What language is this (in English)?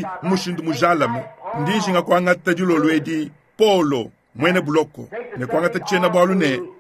Luba-Lulua